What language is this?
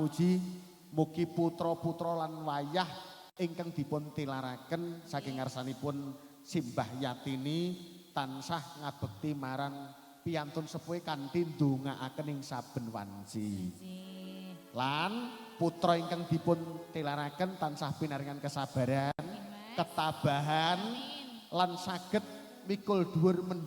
Javanese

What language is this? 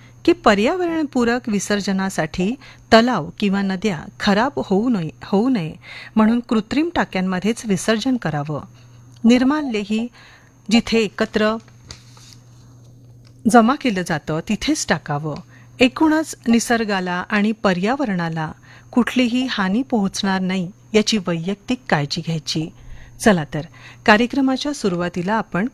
Marathi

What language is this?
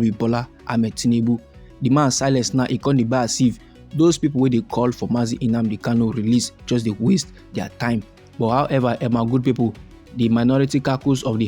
Nigerian Pidgin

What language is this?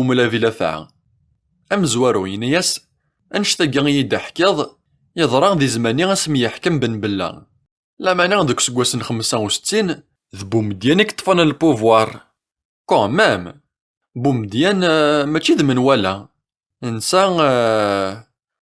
Kabyle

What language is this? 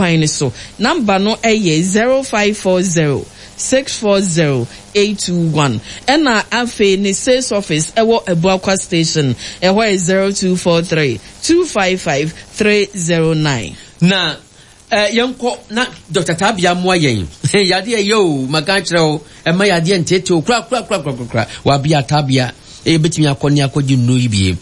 Akan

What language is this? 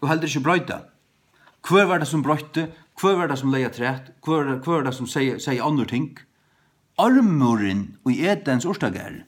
Faroese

